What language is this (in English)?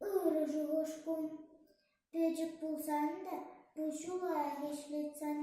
Chuvash